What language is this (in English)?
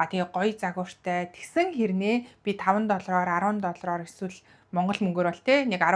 Mongolian